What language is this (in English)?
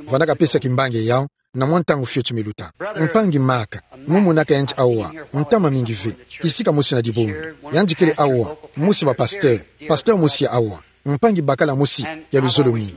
Kituba (Democratic Republic of Congo)